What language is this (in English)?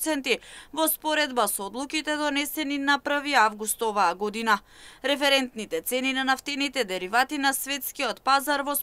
Macedonian